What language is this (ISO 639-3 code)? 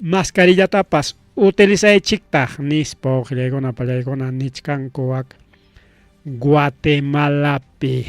quy